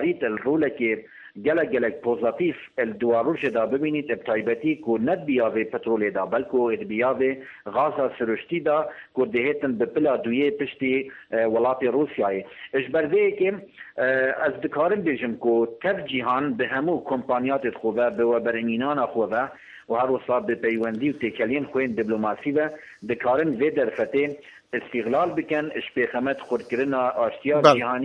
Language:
Kurdish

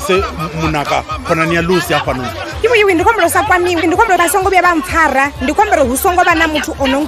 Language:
Venda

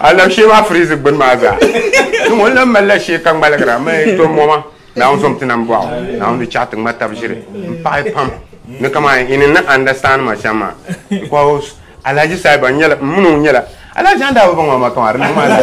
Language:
Dagbani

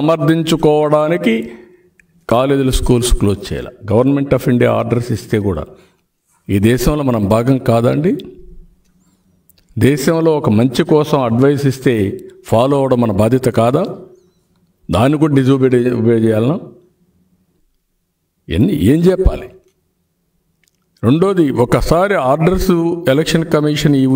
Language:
Telugu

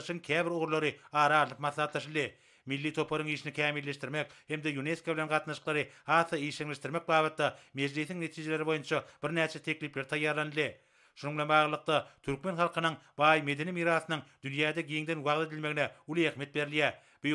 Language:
Turkmen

